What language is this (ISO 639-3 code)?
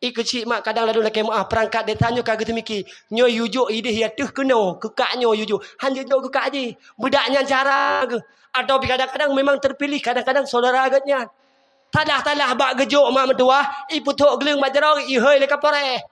ace